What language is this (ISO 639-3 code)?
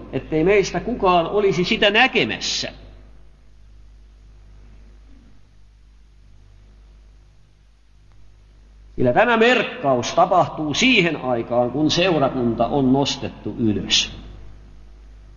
fin